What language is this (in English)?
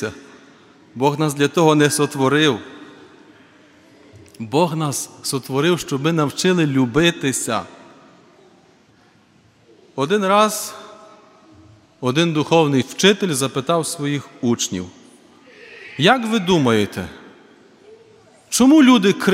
Ukrainian